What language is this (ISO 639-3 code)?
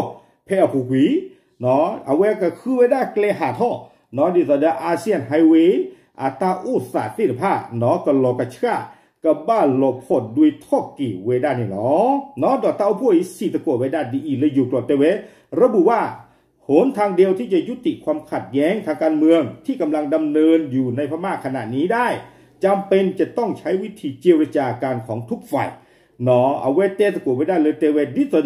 ksw